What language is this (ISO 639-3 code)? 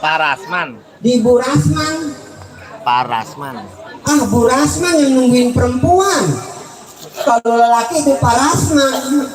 bew